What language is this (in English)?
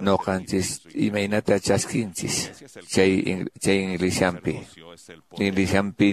Quechua